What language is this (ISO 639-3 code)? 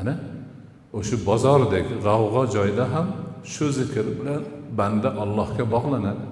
uzb